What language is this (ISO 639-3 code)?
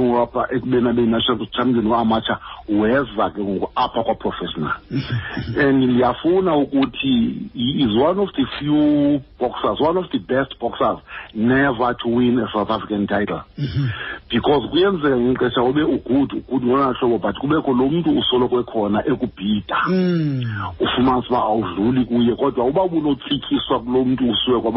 xho